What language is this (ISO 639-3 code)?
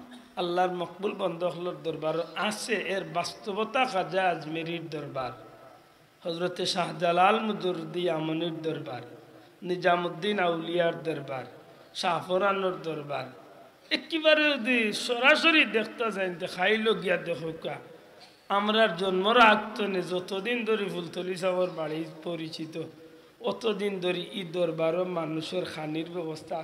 syl